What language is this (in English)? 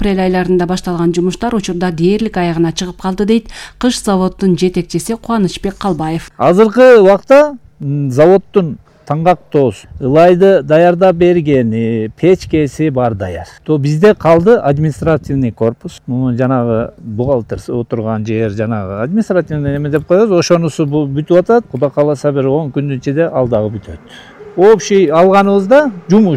Kyrgyz